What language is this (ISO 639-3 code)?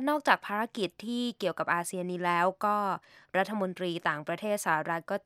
tha